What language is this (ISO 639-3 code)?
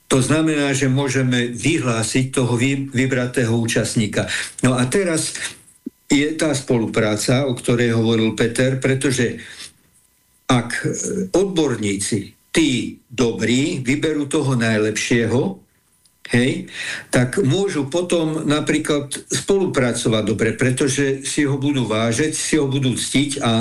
slk